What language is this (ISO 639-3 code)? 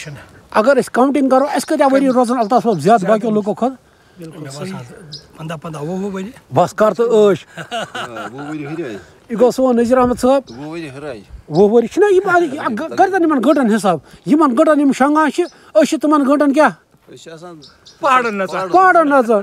kas